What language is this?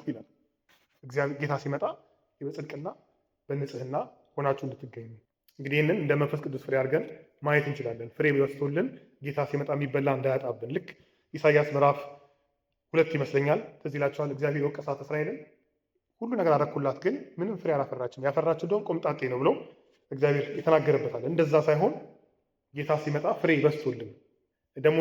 Amharic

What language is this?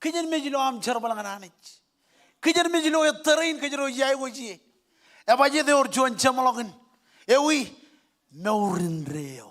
Marshallese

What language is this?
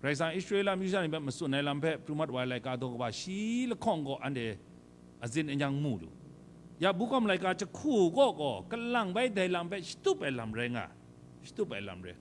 Kachin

